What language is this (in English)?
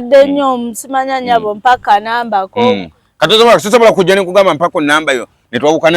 Ganda